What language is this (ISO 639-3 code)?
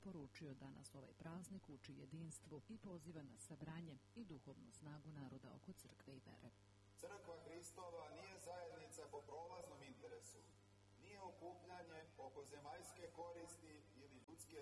srp